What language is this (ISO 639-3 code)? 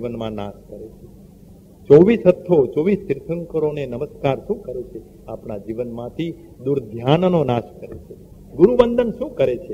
guj